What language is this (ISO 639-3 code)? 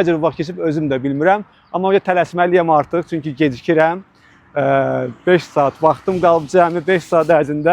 aze